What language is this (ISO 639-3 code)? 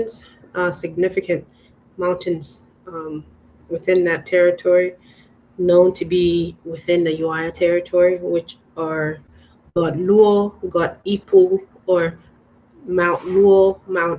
ach